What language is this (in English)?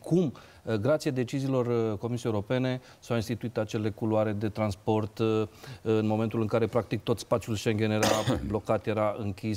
Romanian